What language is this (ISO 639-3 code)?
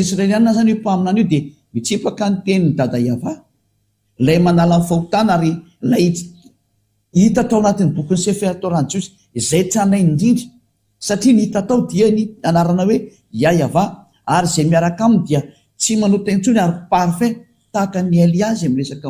mlg